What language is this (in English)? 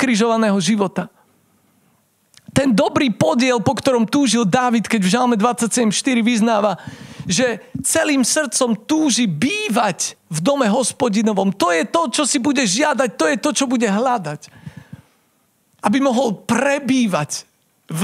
Slovak